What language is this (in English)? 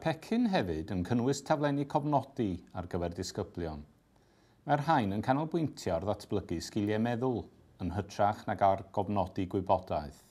Welsh